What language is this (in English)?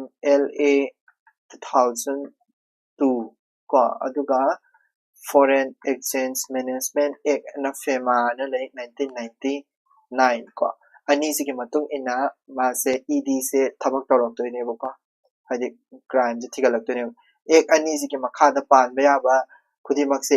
Manipuri